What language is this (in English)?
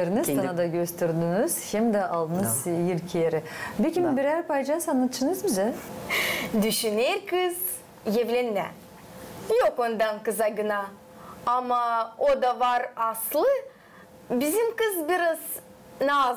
Gagauz